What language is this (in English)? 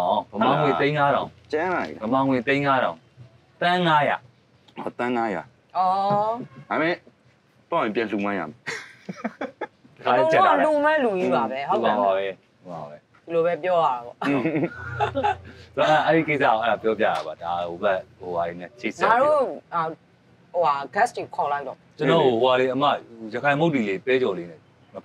Burmese